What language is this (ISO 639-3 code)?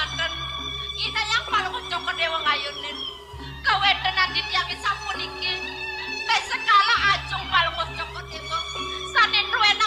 ban